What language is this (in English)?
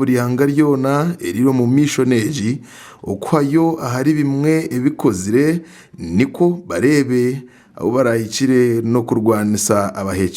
Nyankole